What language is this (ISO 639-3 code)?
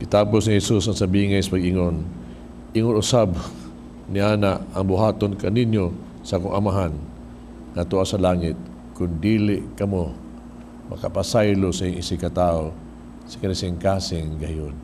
ceb